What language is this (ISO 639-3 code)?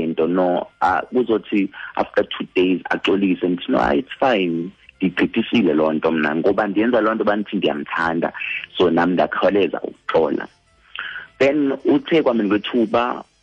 xho